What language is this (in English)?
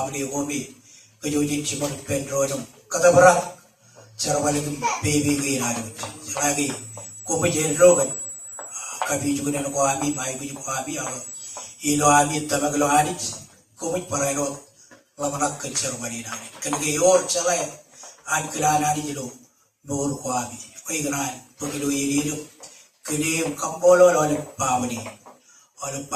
Marshallese